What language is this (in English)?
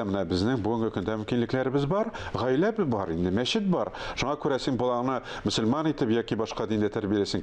Tatar